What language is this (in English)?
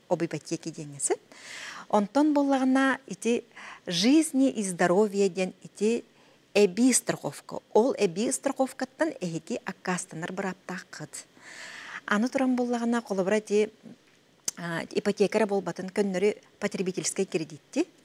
Yakut